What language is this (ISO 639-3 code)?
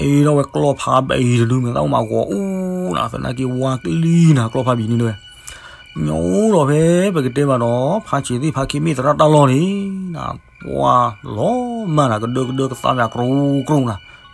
ksw